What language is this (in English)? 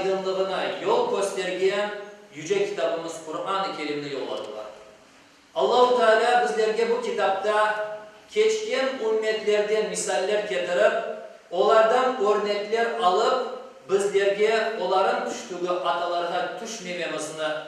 Crimean Tatar